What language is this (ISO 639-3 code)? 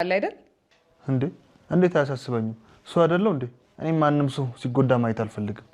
amh